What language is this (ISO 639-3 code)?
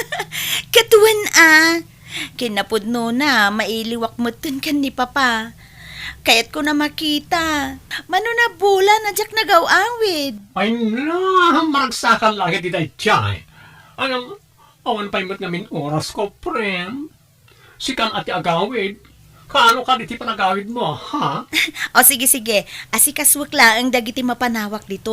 ilo